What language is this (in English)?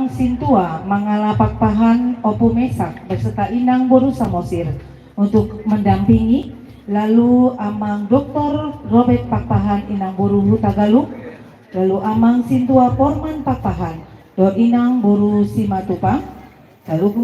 Batak Toba